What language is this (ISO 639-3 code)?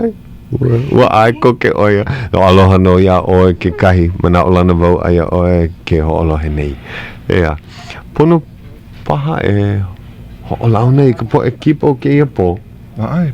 haw